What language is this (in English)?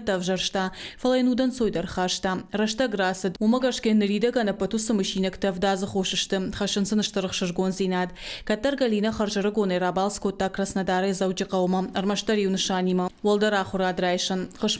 Ossetic